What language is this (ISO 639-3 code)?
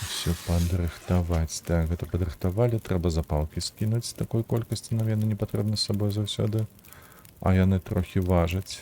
bel